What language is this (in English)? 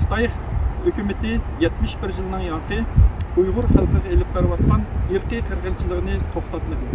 Uyghur